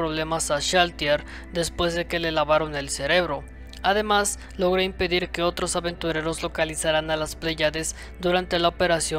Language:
Spanish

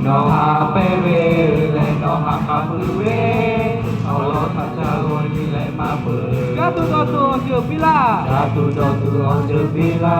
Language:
Lahu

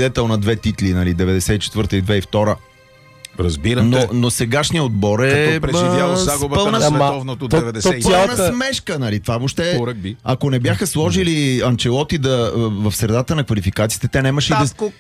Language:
Bulgarian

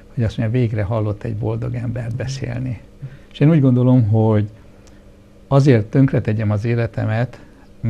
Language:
Hungarian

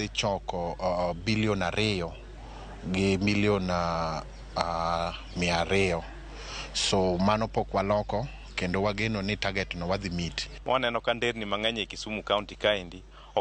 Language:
Luo (Kenya and Tanzania)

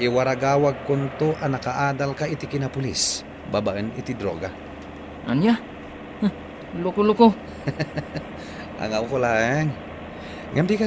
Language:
Iloko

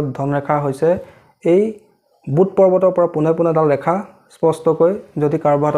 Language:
Assamese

